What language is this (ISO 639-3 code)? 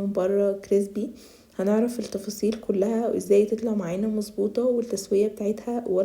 arz